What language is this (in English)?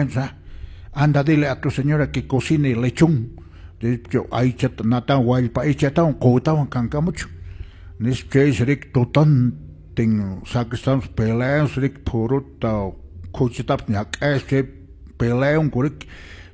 Quechua